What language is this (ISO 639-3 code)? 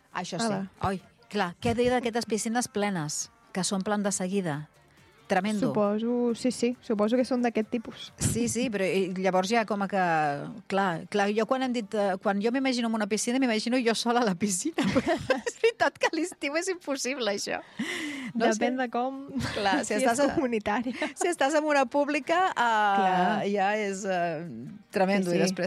cat